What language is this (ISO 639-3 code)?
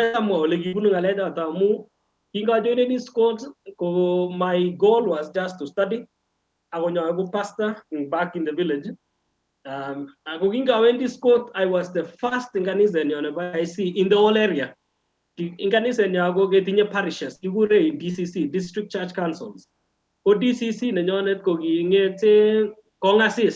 kln